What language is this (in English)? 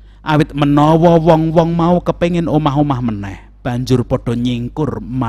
Javanese